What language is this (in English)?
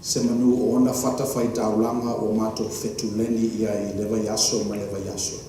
Samoan